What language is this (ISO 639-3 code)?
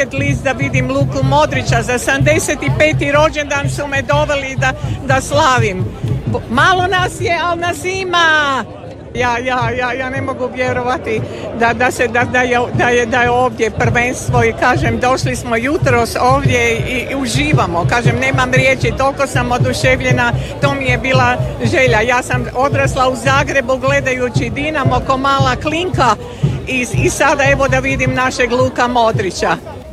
hrv